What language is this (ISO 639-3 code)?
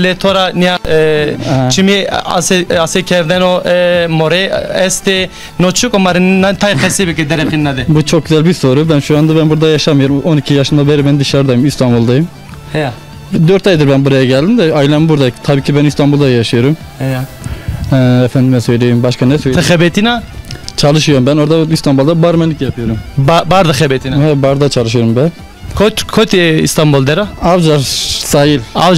zza